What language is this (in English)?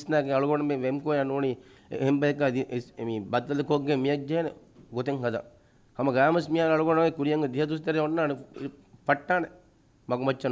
Divehi